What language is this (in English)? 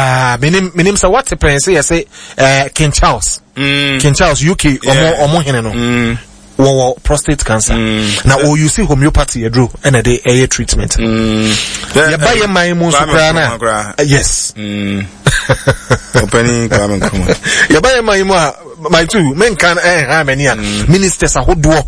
Akan